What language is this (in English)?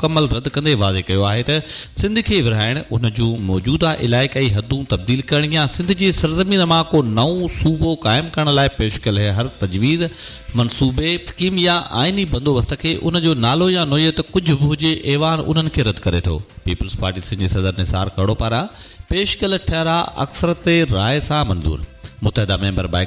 Sindhi